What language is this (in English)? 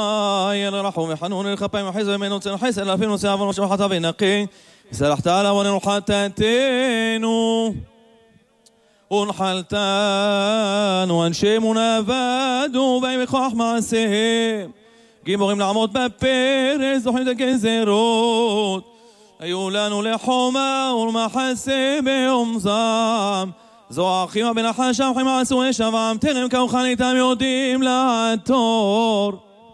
Hebrew